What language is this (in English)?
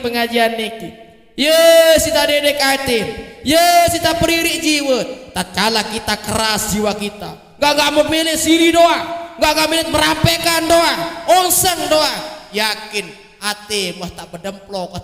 Sasak